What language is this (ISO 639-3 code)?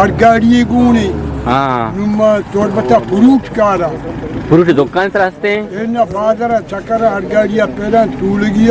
bgp